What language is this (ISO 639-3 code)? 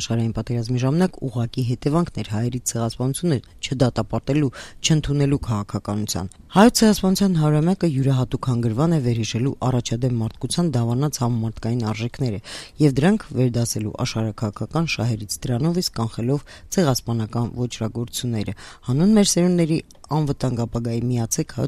hye